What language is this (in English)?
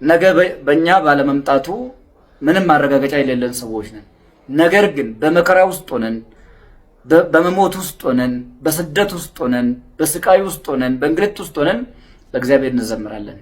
Amharic